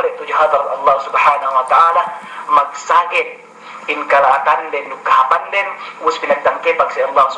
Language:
Yakan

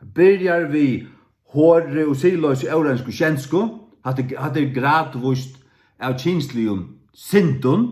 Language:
Faroese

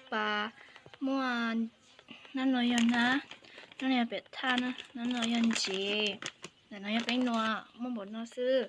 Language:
Hmong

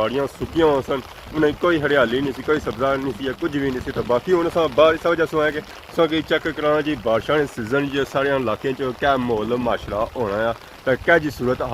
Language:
Pahari-Potwari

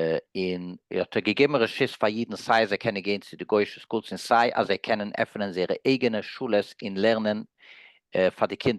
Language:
Yiddish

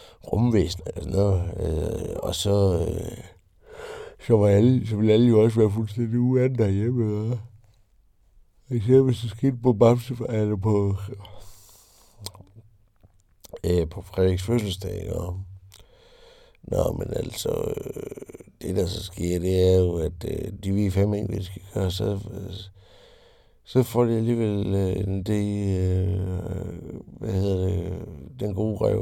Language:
Danish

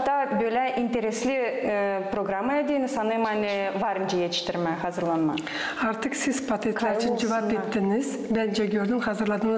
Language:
Gagauz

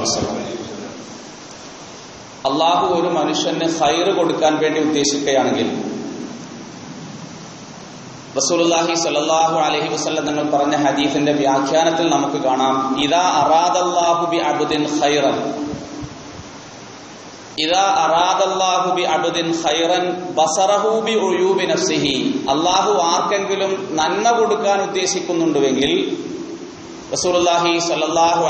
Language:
Malayalam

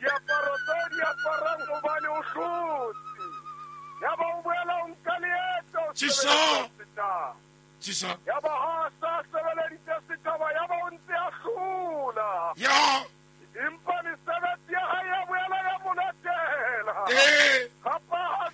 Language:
Southern Sotho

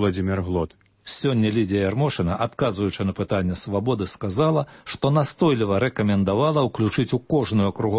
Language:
Belarusian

